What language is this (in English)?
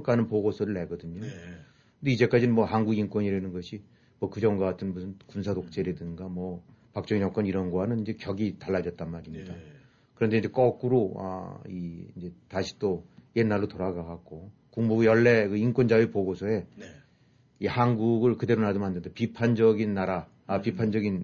Korean